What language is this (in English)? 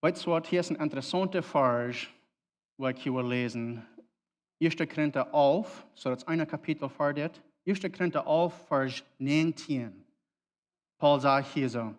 Plautdietsch